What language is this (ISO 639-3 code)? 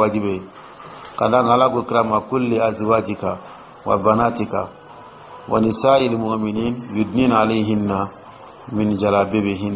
dyu